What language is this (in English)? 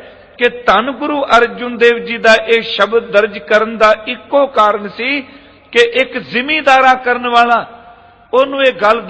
Punjabi